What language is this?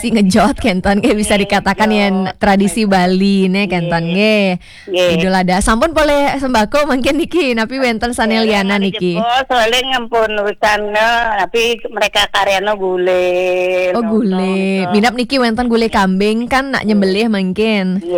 Balinese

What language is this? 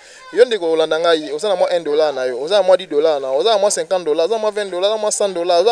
Lingala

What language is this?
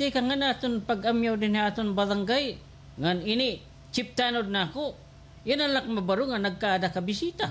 Waray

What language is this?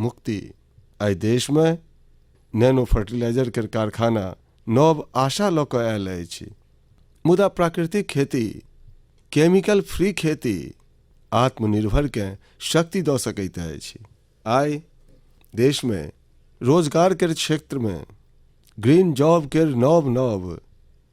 Maithili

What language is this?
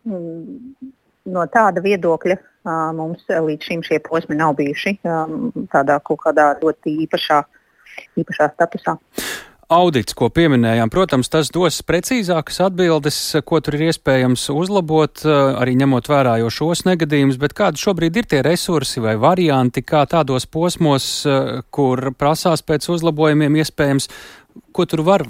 Latvian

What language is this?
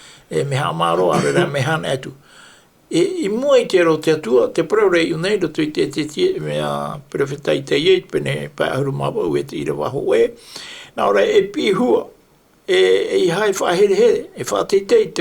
Tahitian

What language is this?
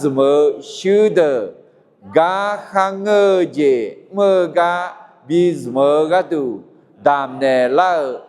Akha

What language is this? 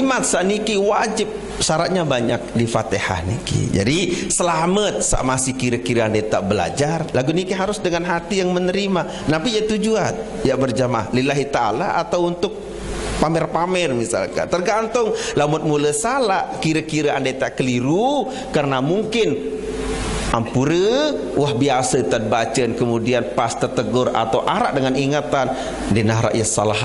Sasak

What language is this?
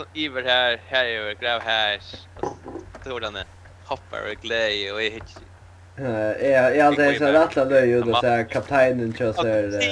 Faroese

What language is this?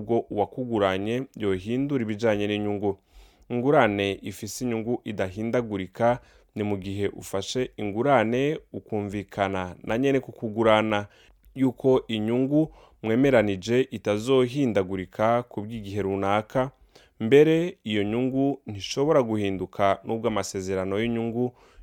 Rundi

